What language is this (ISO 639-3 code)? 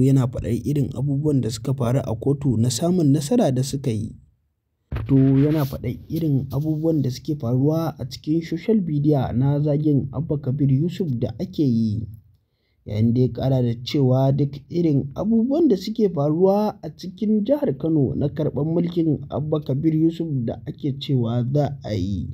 hau